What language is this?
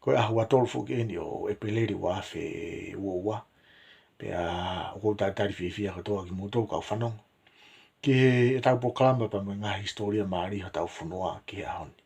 Tongan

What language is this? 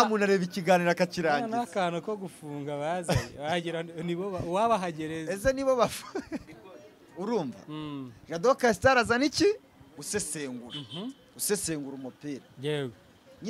Kinyarwanda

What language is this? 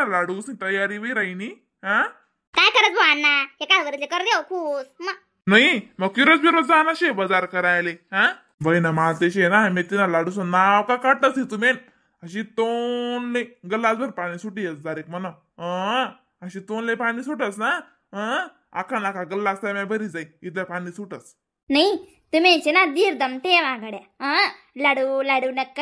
Khandesi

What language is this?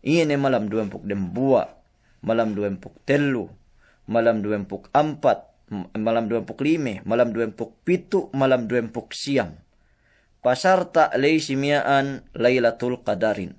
Yakan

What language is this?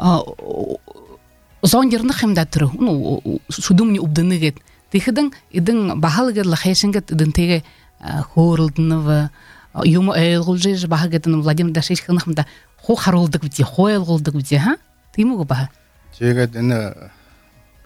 Belarusian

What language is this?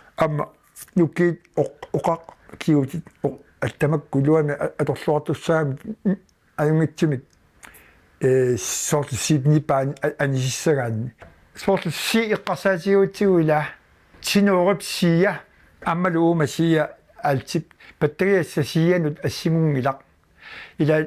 Kalaallisut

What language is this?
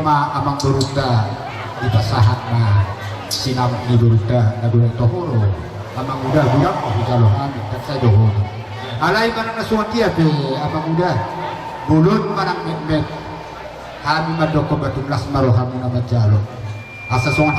Batak Toba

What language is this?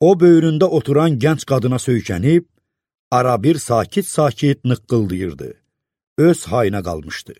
Azerbaijani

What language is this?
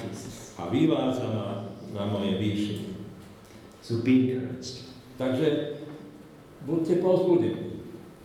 Slovak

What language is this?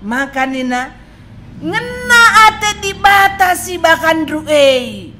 Batak Karo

